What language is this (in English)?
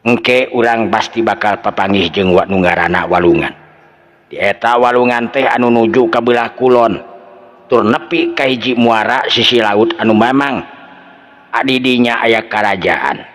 Sundanese